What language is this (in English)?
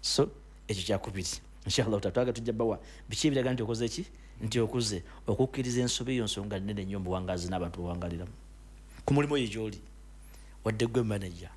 Ganda